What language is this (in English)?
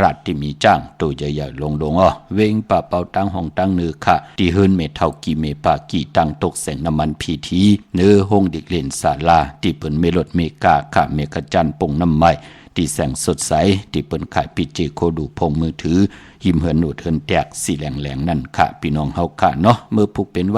Shan